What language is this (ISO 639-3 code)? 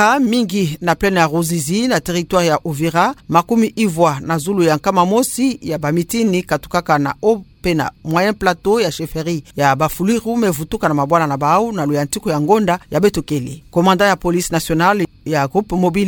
ktu